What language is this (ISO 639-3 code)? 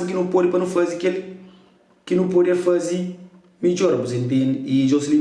kea